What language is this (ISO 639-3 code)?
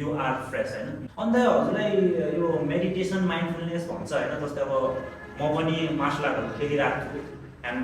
nep